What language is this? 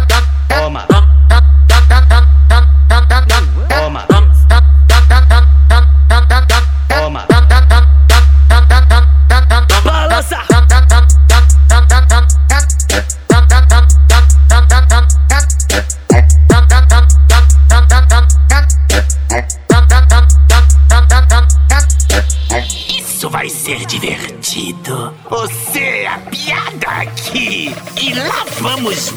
Portuguese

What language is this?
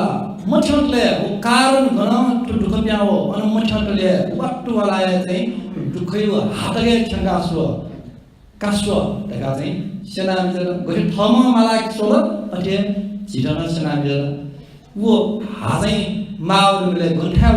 Newari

